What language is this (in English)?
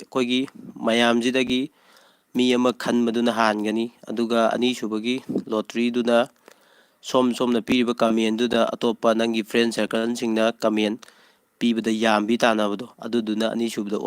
Manipuri